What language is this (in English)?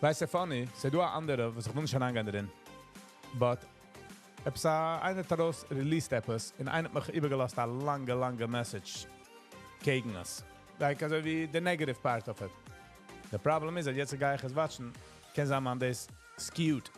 Yiddish